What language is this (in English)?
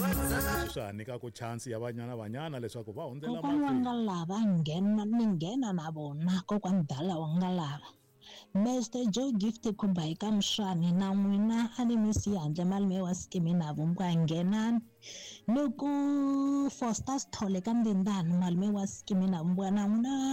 Tsonga